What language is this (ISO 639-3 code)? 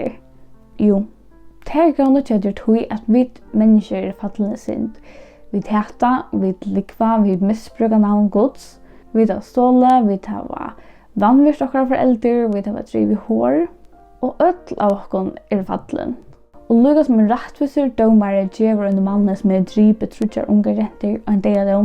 fao